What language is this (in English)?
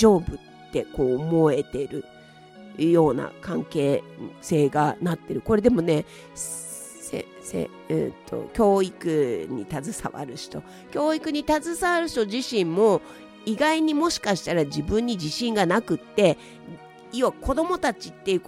Japanese